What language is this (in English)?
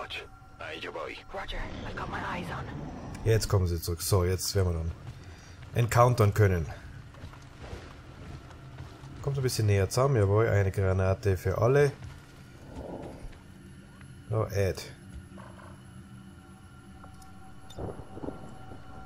German